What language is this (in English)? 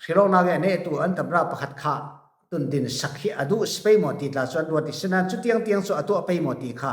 Falam Chin